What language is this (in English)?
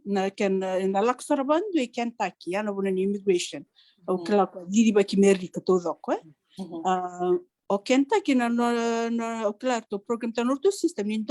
Fijian